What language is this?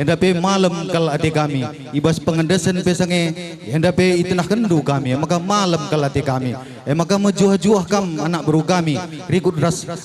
Batak Karo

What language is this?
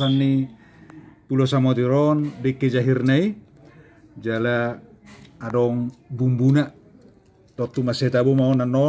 Batak Toba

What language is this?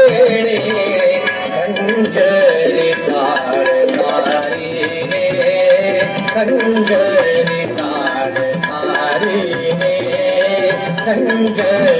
Marathi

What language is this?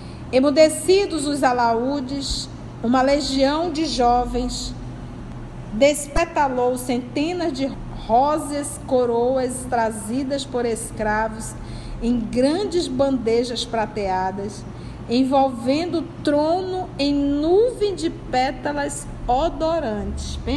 Portuguese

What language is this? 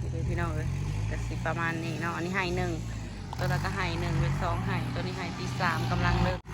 Lao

